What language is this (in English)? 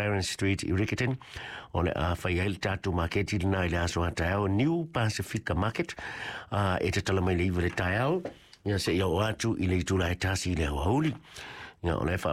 Samoan